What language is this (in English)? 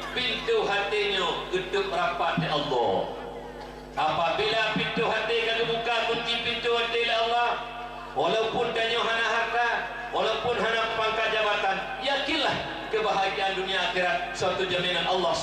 Achinese